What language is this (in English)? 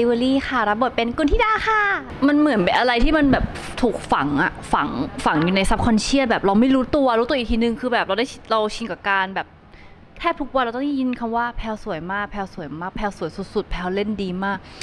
Thai